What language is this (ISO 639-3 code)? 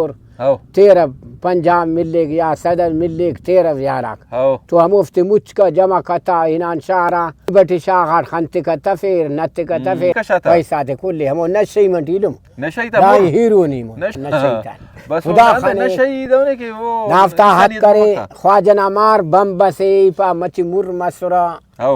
brh